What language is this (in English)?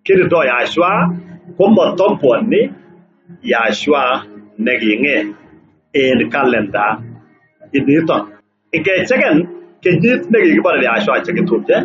Kalenjin